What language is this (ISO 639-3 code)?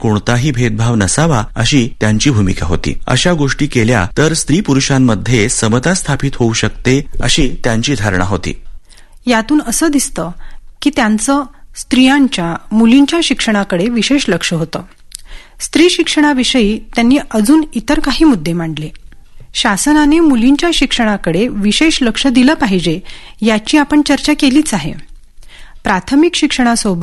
mar